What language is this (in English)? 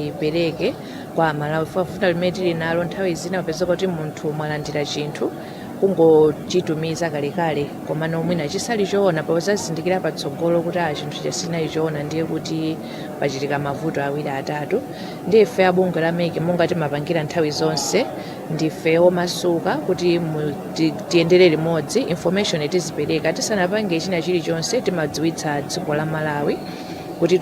Nyanja